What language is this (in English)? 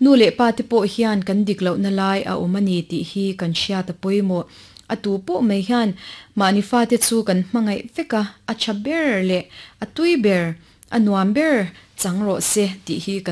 Mizo